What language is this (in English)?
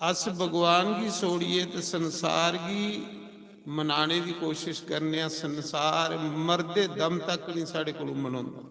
Dogri